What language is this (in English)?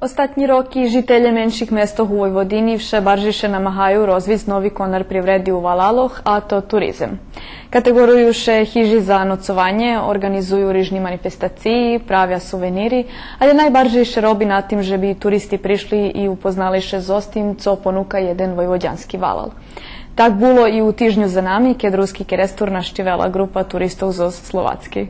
Rusyn